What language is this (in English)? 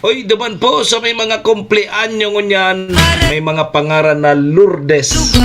Bikol